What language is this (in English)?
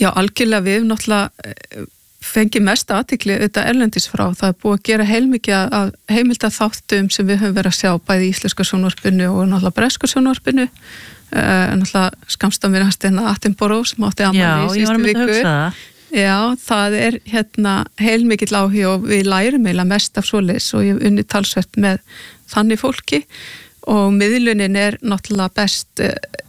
Icelandic